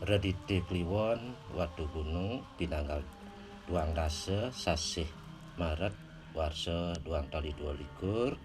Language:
Balinese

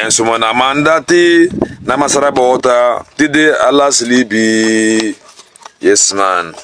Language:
Sranan Tongo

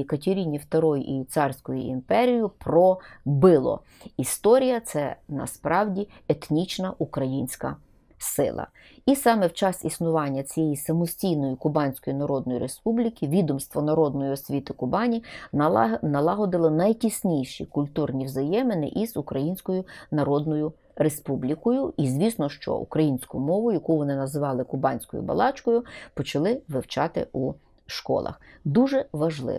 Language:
Ukrainian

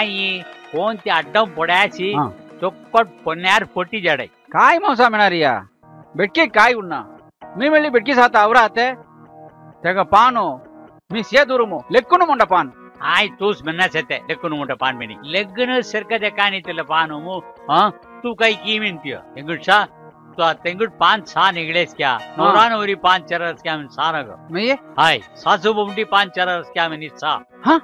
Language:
Saurashtra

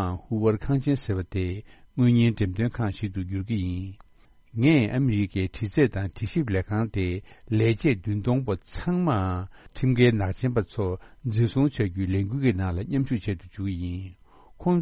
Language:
Tibetan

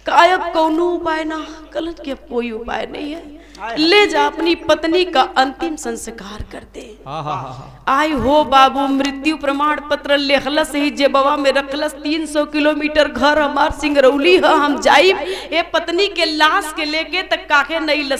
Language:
Bhojpuri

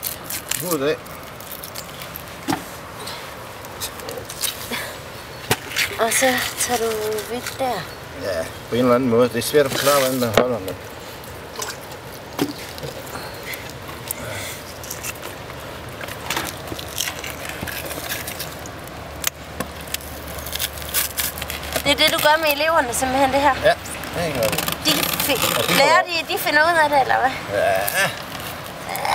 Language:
Danish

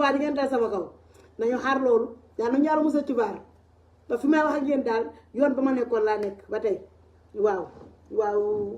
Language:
Wolof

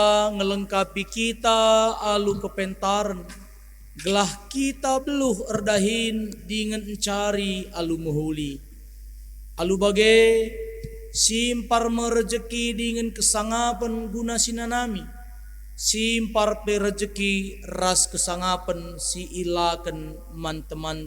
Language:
Batak Karo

